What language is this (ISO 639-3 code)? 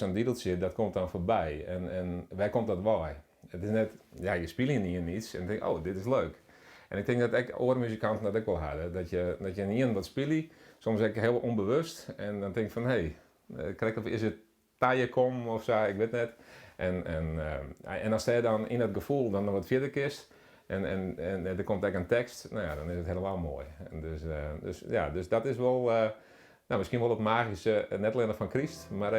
fry